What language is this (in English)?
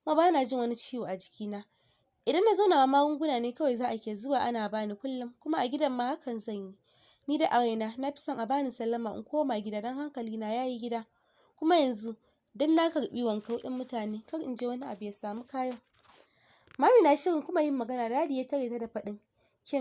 Hausa